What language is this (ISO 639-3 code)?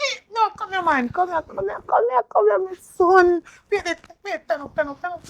jam